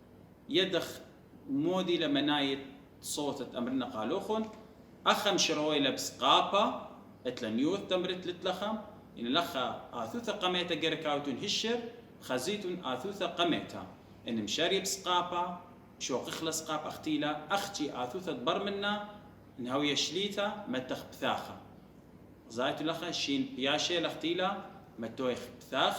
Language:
Assyrian Neo-Aramaic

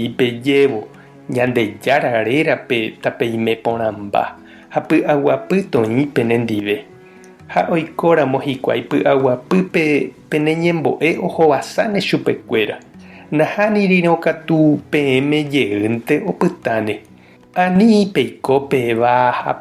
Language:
Guarani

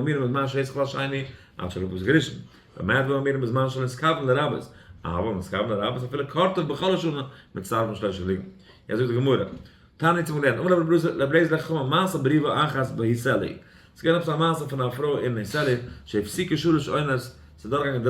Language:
Yiddish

